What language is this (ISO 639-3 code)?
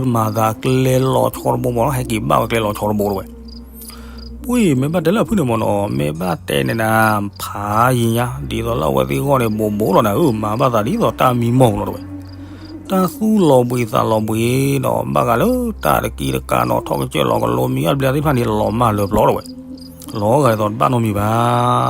ksw